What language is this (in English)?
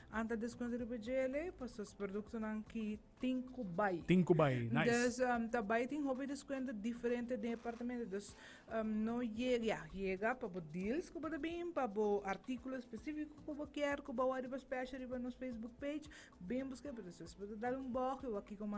Papiamento